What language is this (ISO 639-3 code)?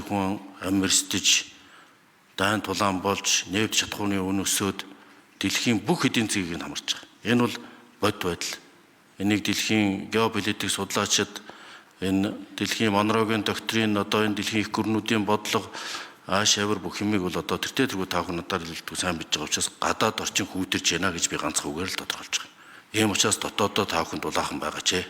mon